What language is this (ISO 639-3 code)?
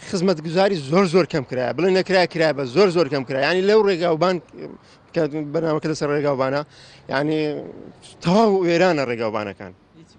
ckb